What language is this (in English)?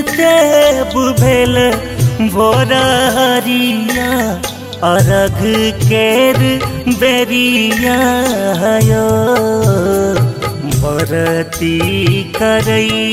Bhojpuri